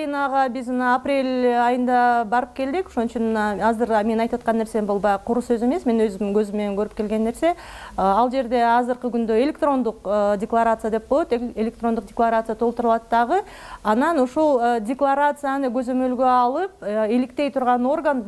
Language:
Kyrgyz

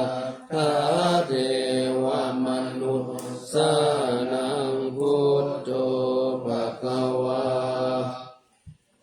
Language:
Pali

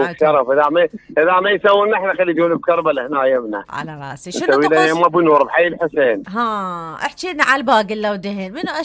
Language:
Mesopotamian Arabic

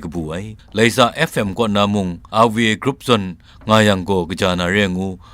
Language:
Kachin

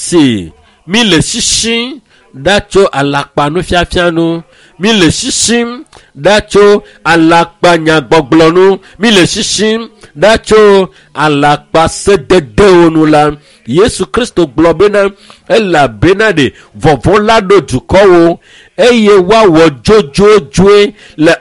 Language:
Ewe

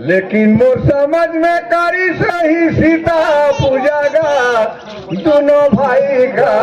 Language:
Surgujia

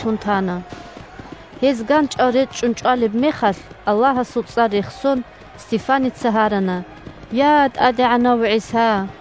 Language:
Avaric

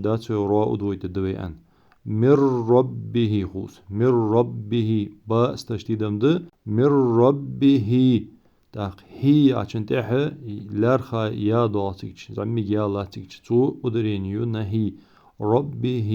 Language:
Ingush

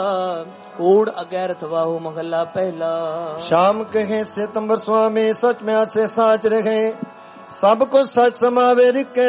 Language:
Punjabi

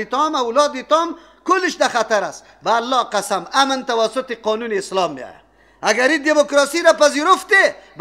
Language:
Persian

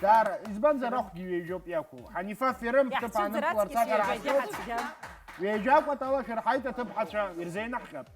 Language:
Abkhazian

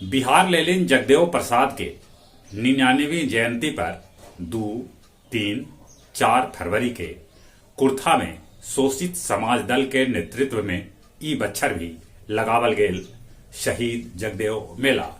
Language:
Magahi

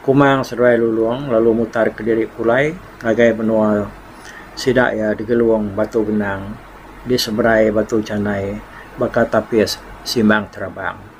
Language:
Iban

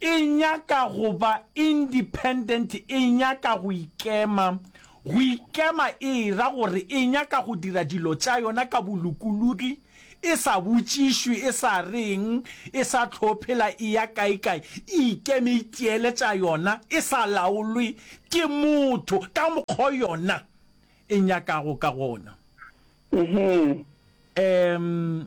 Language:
Northern Sotho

